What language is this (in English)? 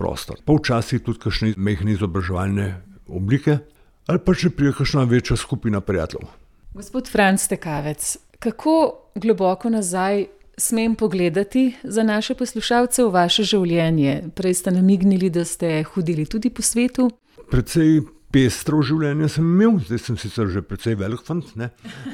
Slovenian